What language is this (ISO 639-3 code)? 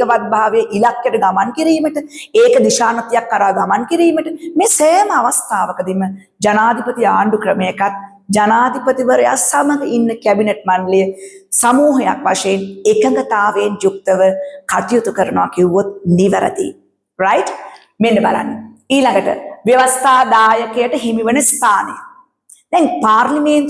sin